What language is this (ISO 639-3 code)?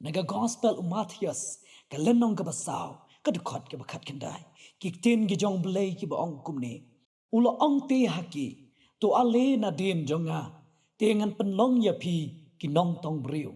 kha